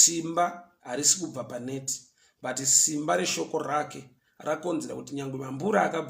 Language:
Shona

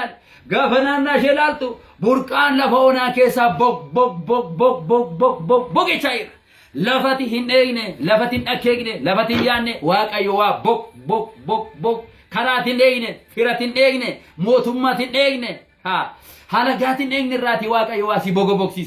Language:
Oromo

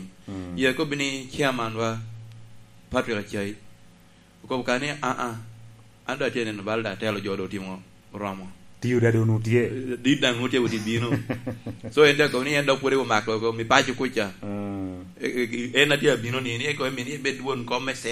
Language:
Lango (Uganda)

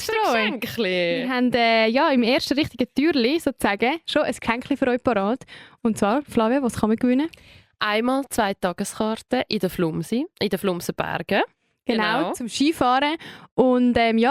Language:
Swiss German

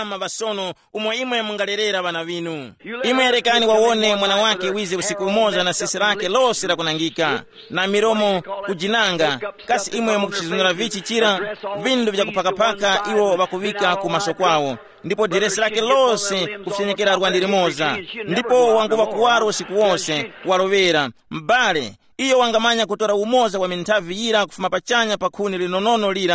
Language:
Tumbuka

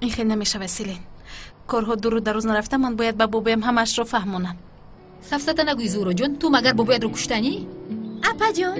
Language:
Tajik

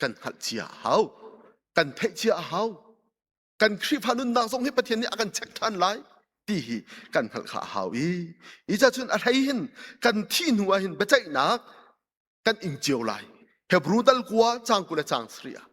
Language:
Hakha Chin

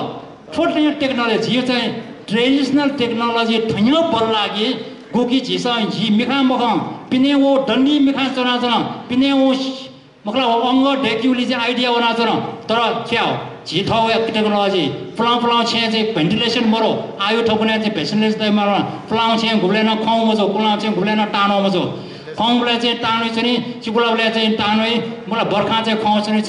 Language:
Newari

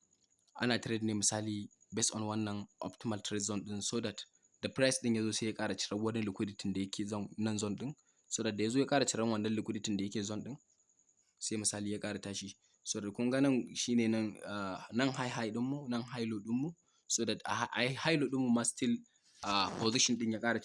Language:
Hausa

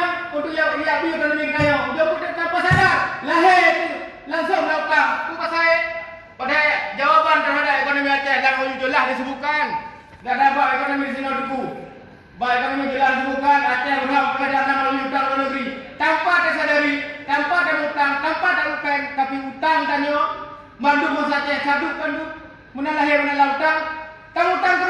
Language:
Achinese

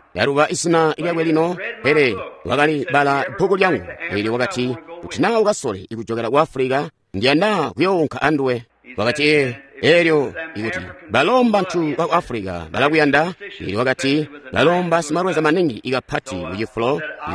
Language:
Tonga (Zambia)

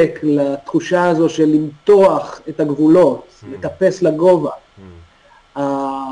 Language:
Hebrew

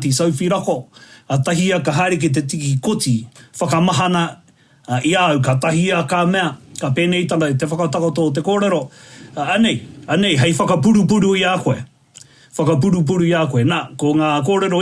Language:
Māori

